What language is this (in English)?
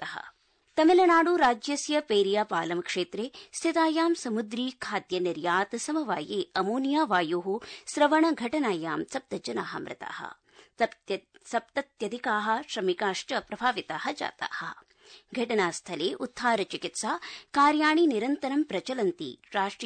Sanskrit